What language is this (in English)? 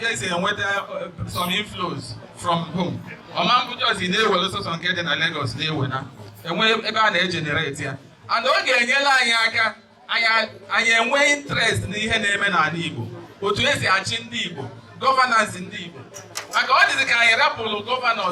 Igbo